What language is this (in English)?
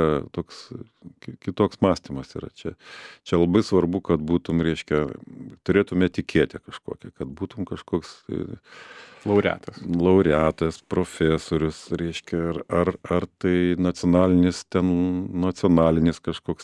Lithuanian